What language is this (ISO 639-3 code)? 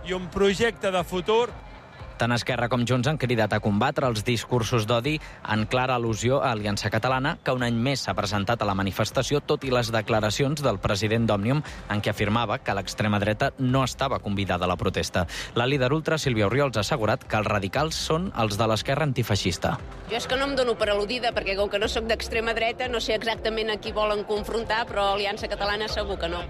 cat